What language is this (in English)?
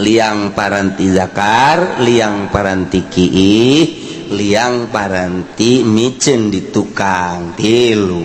Sundanese